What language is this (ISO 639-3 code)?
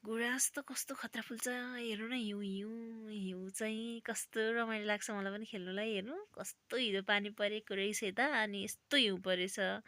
nep